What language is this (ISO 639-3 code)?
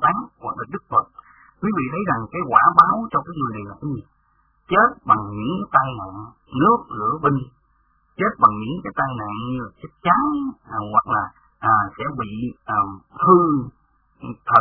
vie